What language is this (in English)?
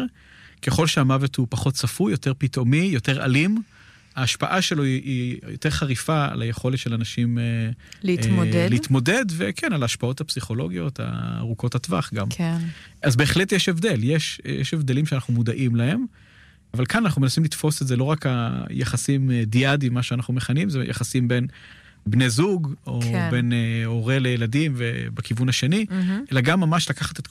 Hebrew